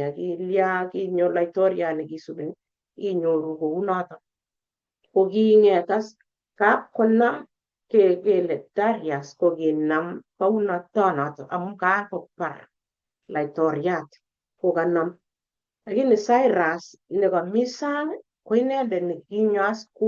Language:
Kalenjin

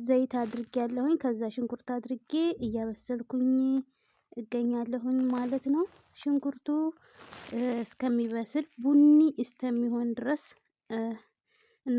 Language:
Amharic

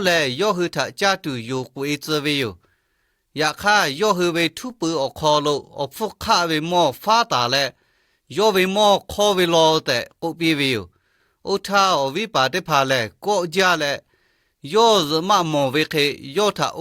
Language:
Lahu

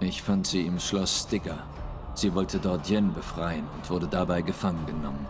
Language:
Swiss German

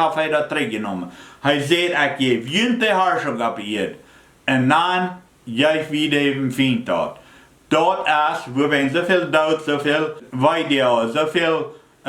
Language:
Plautdietsch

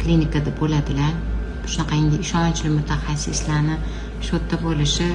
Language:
Uzbek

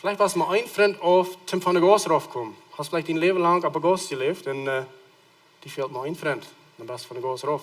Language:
Plautdietsch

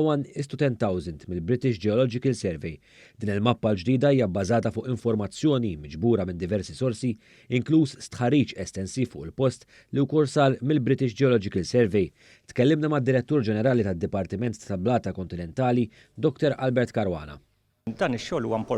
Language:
Maltese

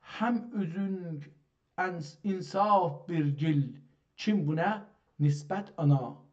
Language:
South Azerbaijani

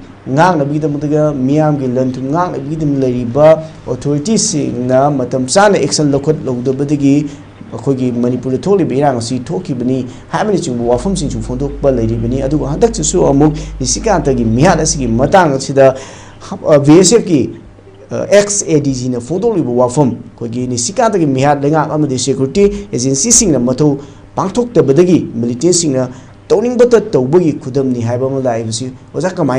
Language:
Manipuri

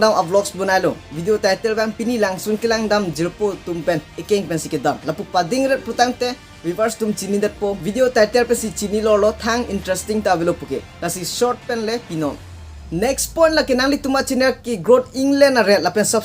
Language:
Karbi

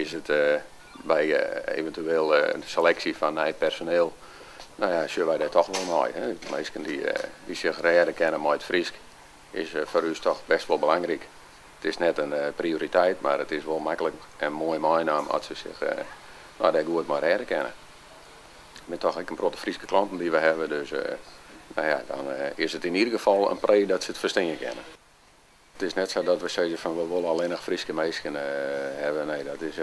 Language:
Western Frisian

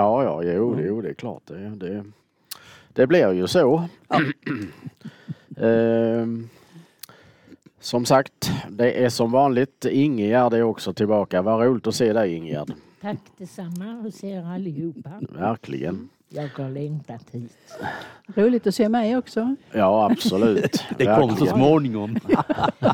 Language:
Swedish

